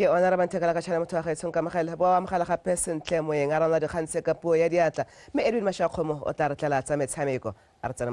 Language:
Tswana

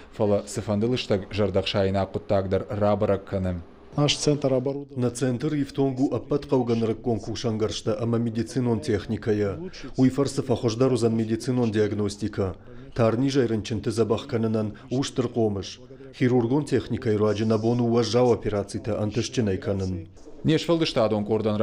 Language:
Ossetic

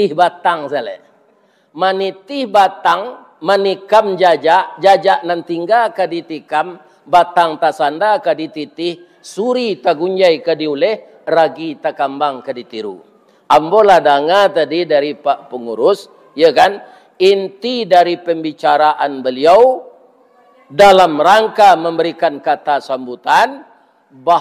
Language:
Minangkabau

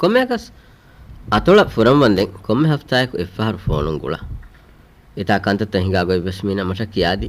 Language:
Divehi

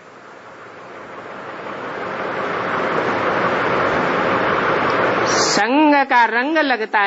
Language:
Hindi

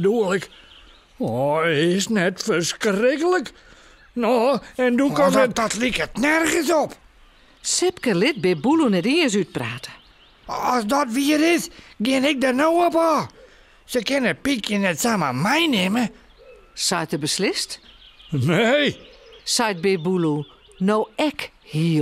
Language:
Western Frisian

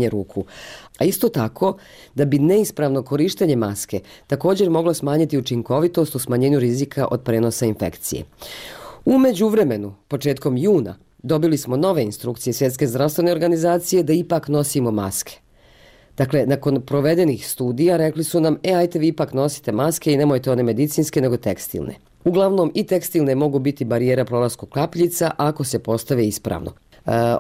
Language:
Bosnian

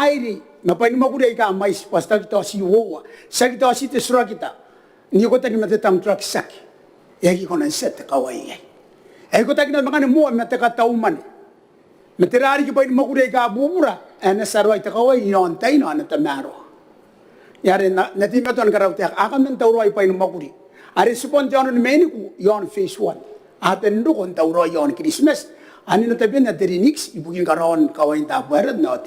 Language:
Gilbertese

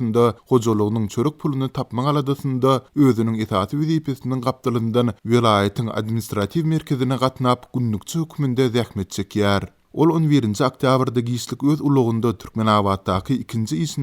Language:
Turkmen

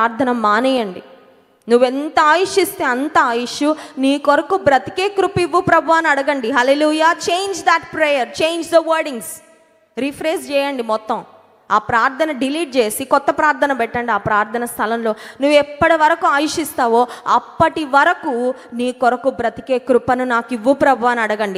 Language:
Telugu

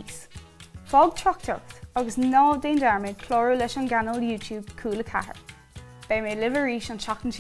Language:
Irish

